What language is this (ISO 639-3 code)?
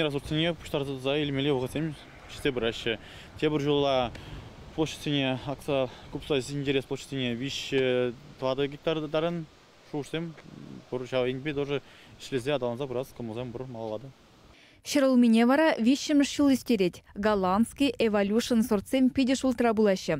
chv